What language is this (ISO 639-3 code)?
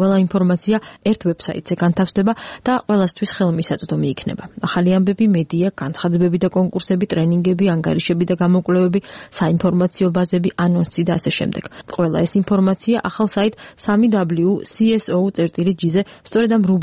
kat